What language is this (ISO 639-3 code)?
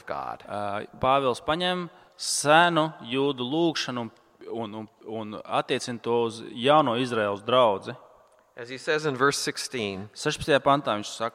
lav